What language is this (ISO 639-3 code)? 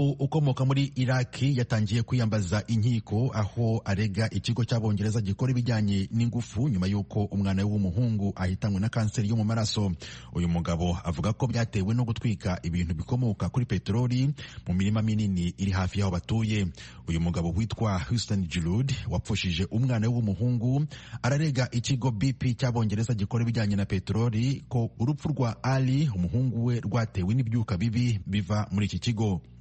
kin